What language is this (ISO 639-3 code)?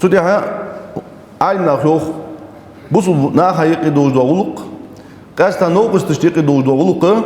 inh